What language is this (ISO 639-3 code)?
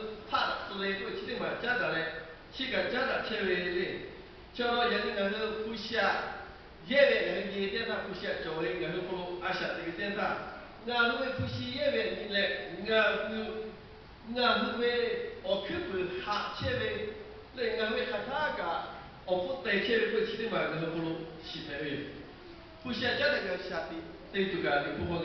lhu